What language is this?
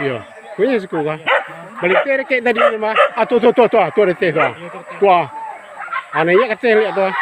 Minangkabau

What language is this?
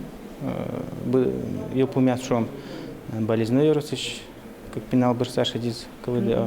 Udmurt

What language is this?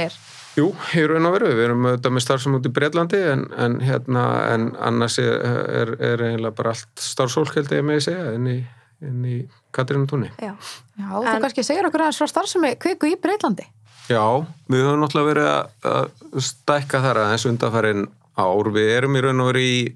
Icelandic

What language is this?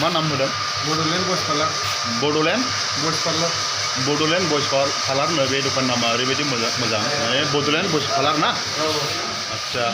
Bodo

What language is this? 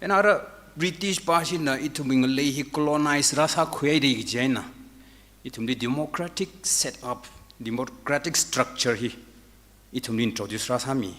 Tangkhul Naga (India)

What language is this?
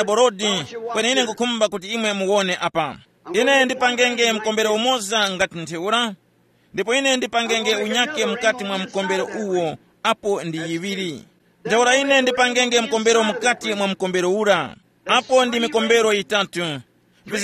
Tumbuka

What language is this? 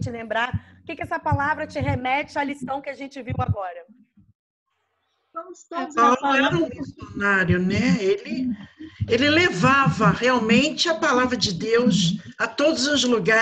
Portuguese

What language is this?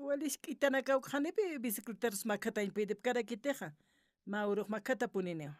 Aymara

